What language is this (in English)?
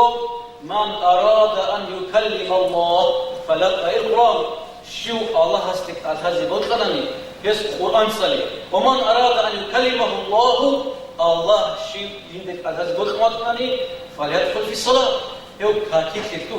Avaric